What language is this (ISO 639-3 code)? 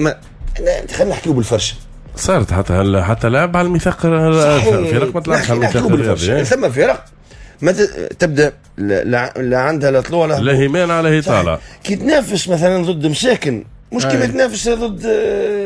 aeb